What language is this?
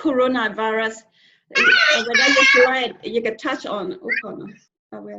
S'gaw Karen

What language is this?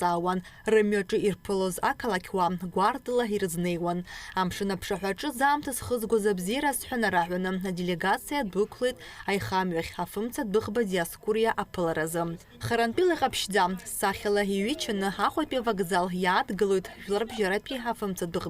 Abkhazian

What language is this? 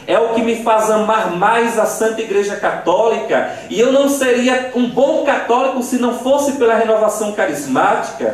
Portuguese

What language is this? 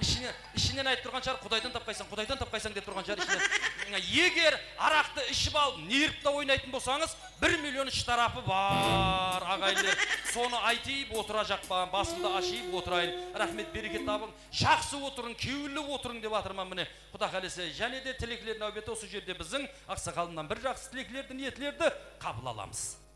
Kara-Kalpak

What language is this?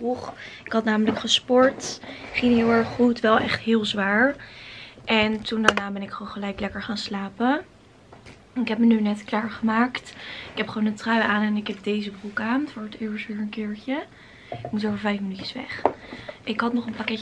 Dutch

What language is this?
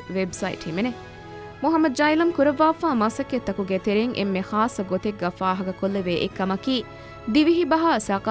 Divehi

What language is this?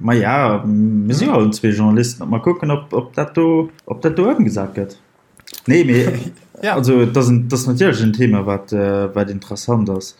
Luxembourgish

